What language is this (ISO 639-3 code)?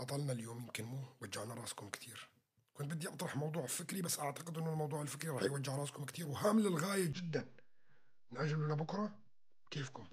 apc